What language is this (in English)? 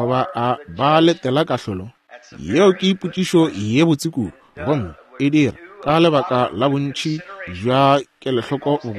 Northern Sotho